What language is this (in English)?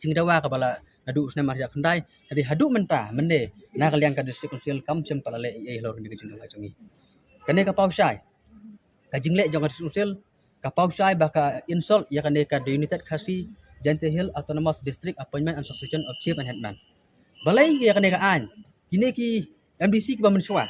Khasi